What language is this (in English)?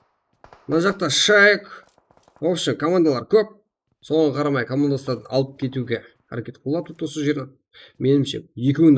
Kara-Kalpak